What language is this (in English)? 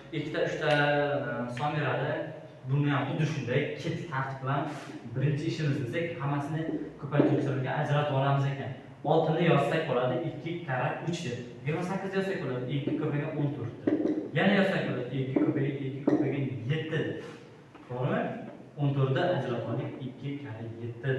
Uzbek